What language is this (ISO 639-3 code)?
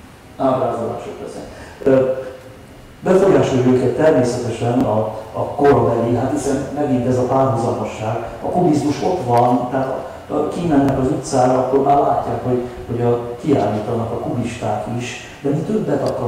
hun